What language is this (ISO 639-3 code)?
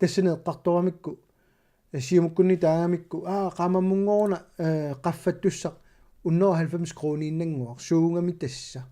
kal